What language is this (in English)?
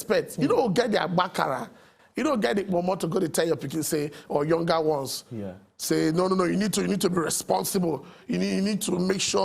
Nigerian Pidgin